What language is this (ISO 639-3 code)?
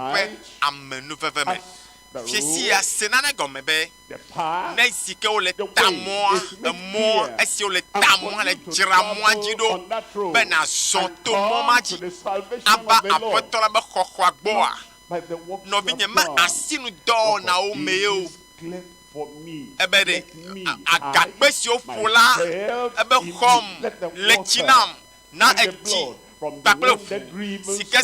ewe